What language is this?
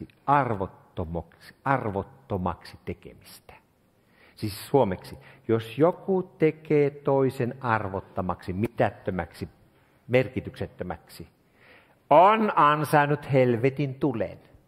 Finnish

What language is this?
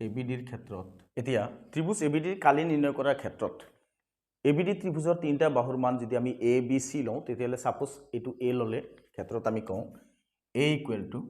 Assamese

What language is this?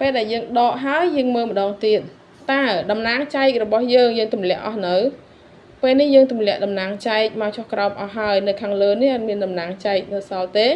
Khmer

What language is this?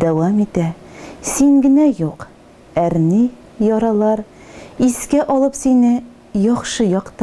Tatar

